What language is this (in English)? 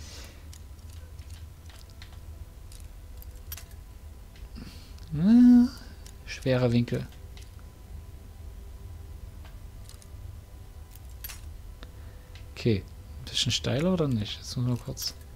German